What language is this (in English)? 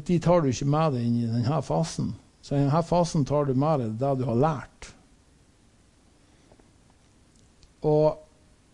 Norwegian